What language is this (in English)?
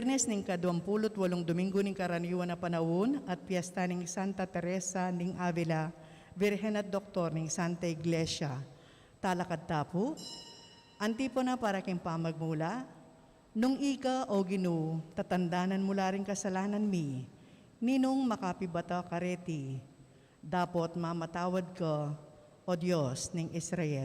Pampanga